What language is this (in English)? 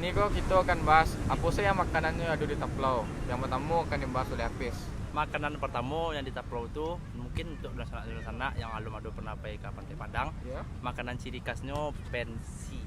Minangkabau